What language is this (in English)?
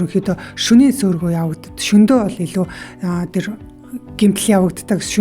Mongolian